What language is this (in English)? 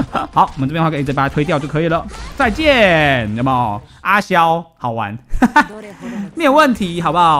Chinese